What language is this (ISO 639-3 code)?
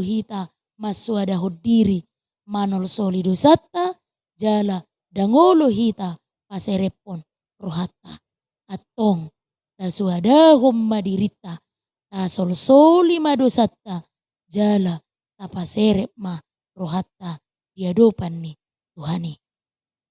bbc